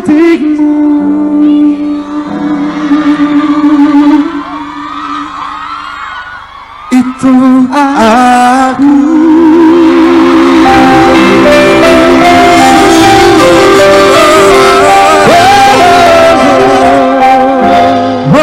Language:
Indonesian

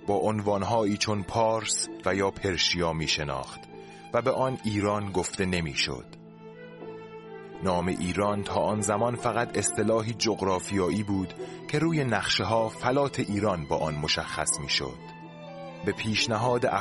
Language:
Persian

